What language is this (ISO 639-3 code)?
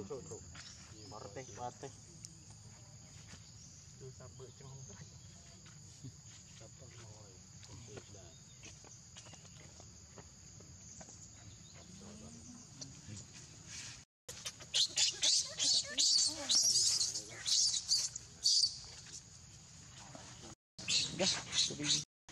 vie